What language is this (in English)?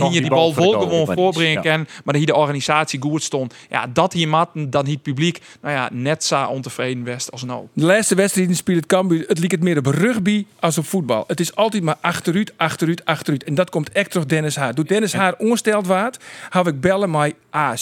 Western Frisian